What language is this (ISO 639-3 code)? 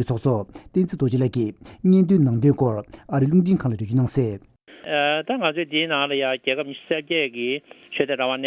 bod